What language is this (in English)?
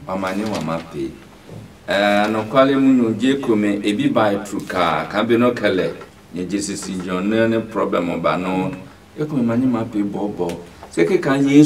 Adangme